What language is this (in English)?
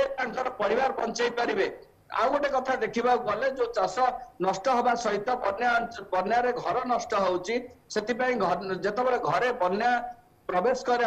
Odia